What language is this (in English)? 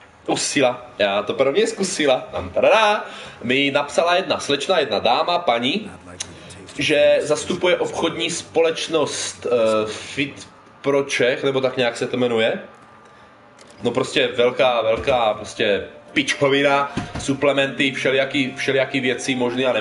Czech